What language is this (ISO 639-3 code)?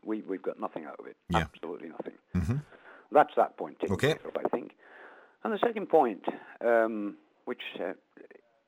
eng